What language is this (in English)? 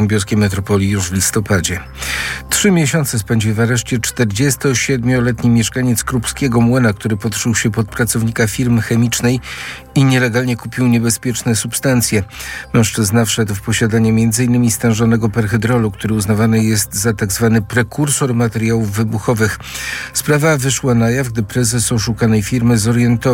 Polish